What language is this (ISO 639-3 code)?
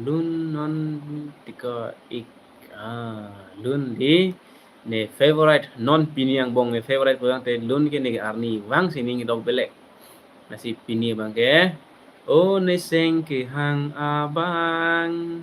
mjw